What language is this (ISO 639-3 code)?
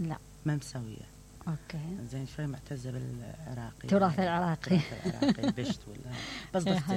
acm